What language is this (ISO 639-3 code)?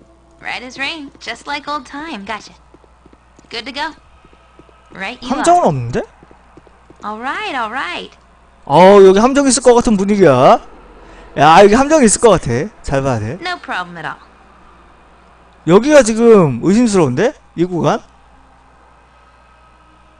kor